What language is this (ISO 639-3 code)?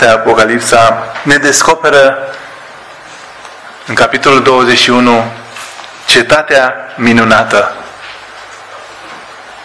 ron